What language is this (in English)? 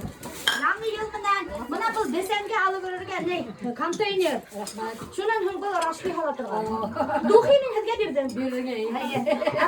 Bashkir